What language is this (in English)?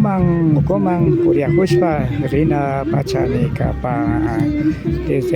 Imbabura Highland Quichua